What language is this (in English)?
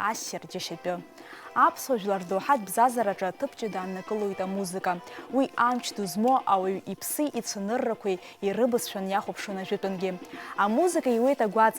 Abkhazian